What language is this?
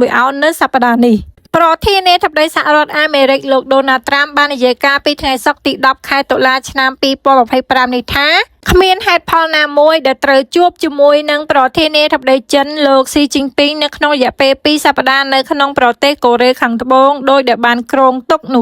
Khmer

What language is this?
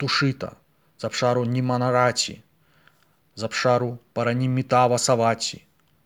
Belarusian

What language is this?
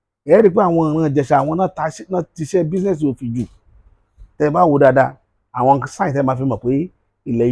Yoruba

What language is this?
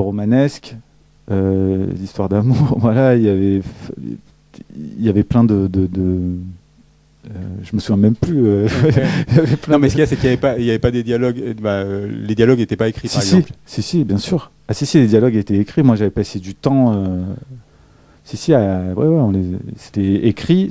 French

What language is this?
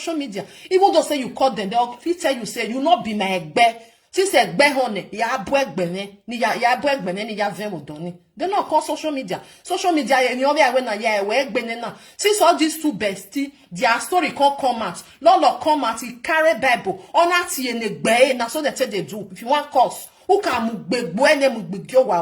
Nigerian Pidgin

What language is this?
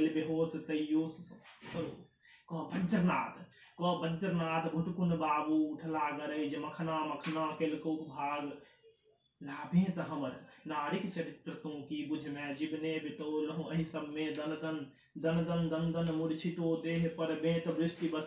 Maithili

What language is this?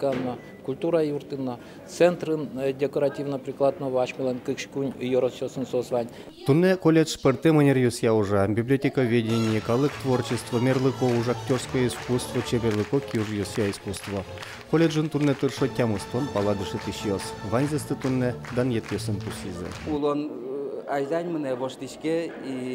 Udmurt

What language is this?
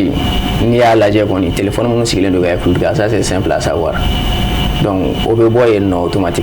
Bambara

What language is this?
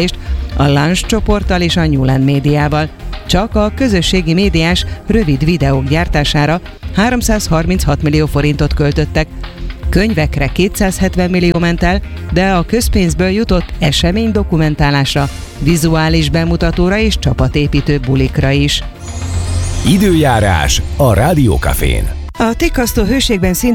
Hungarian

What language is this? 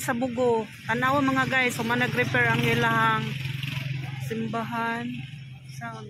Cebuano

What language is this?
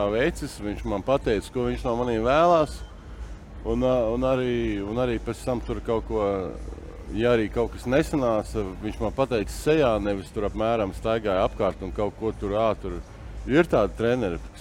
Latvian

